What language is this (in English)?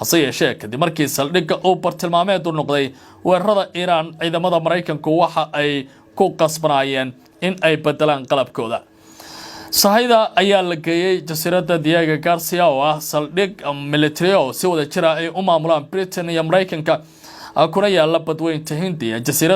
Somali